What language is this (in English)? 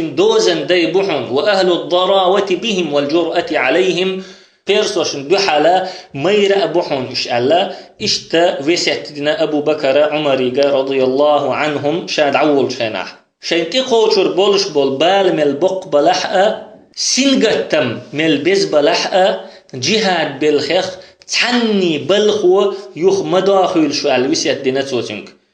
Chechen